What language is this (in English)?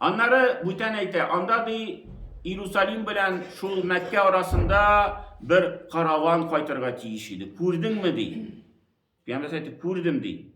Tatar